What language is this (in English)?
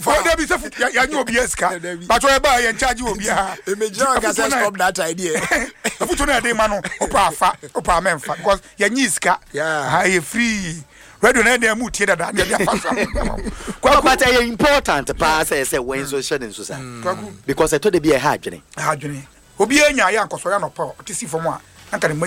Akan